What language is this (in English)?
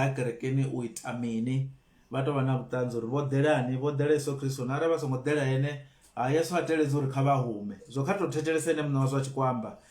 Venda